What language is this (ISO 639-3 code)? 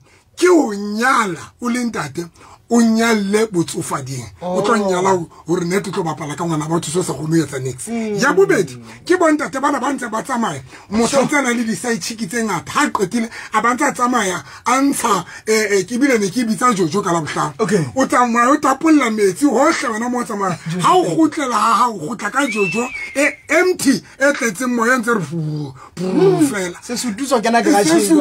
sot